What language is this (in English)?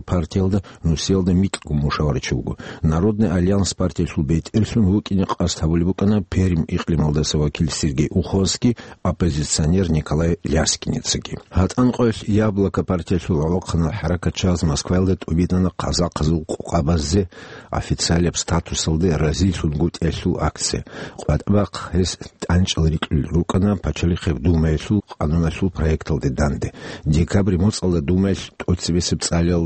Avaric